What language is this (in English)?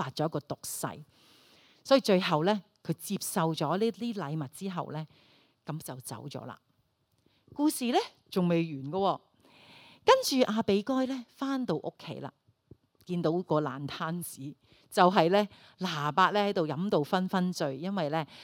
Cantonese